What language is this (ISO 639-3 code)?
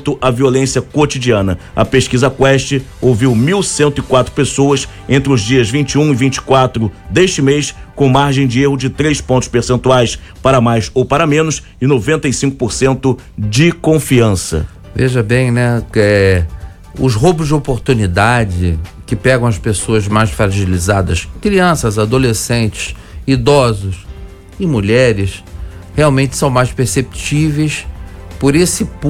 por